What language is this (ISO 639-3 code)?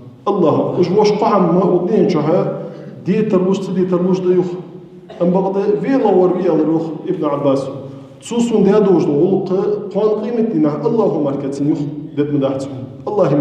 inh